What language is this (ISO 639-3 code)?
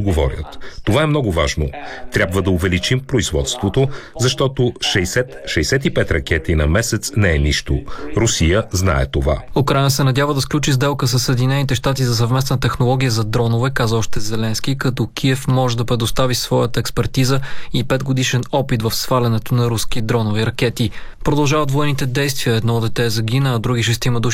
bul